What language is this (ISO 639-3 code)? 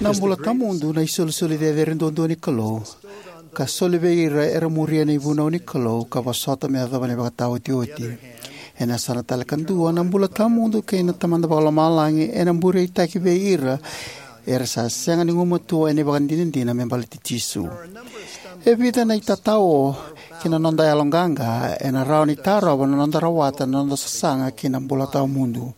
fij